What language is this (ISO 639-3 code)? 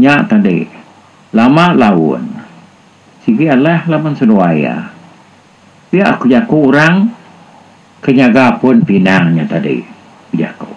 iba